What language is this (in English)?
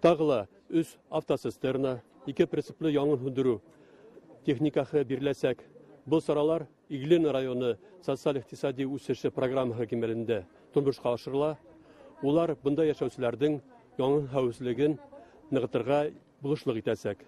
Bashkir